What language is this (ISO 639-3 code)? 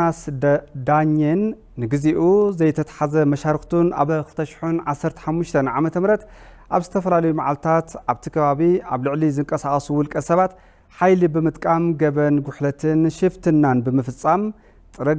tir